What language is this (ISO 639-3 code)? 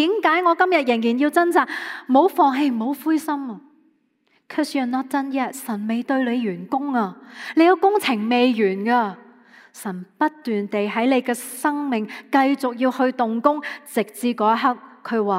yue